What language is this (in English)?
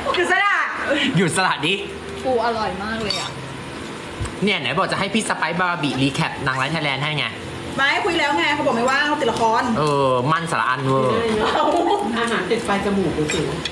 Thai